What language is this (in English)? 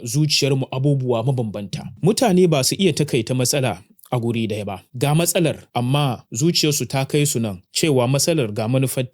Hausa